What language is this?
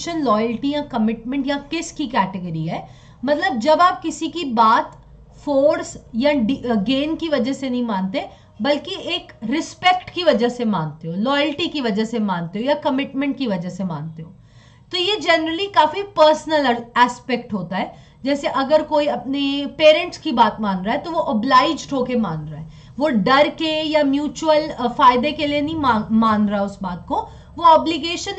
Hindi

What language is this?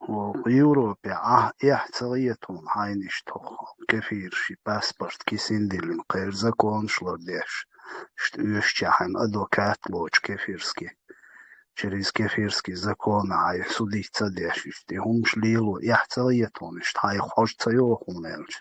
Chechen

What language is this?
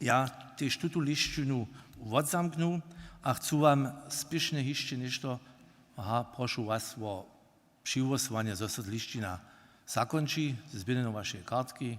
Upper Sorbian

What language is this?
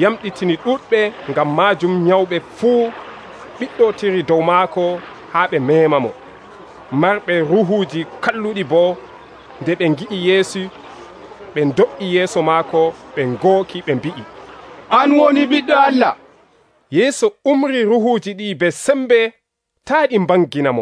Nigerian Fulfulde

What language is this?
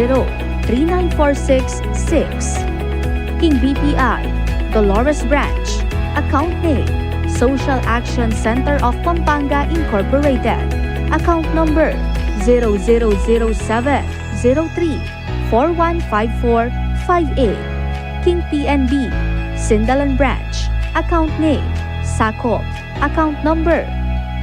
Pampanga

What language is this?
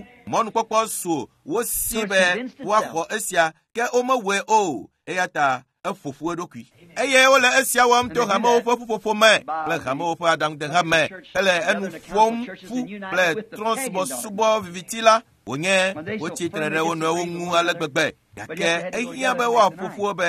Ewe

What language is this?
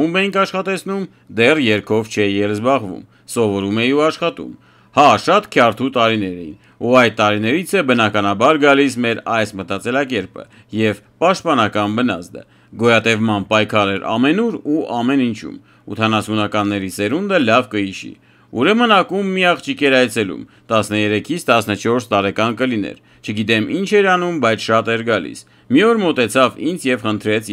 Armenian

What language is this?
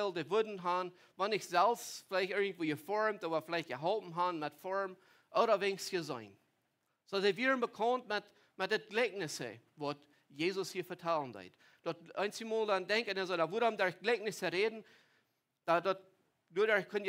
Plautdietsch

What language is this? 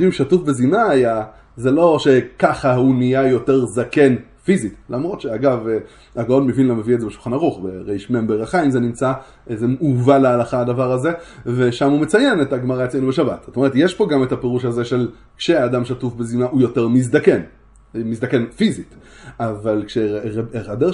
Hebrew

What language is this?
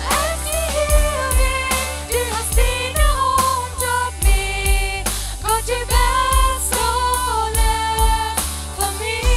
Plautdietsch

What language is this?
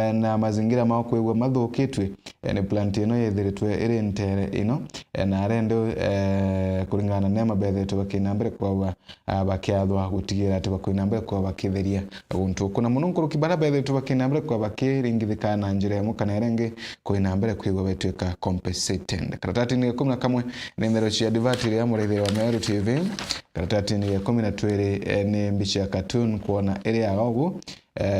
Meru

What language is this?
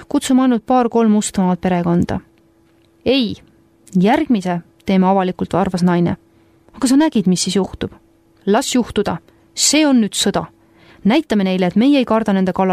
Estonian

